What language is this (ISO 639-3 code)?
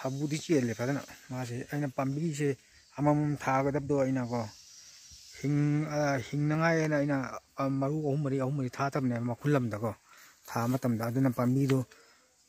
mni